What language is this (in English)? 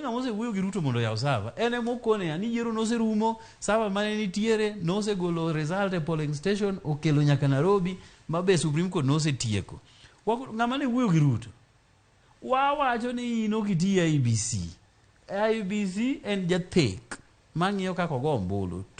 Luo (Kenya and Tanzania)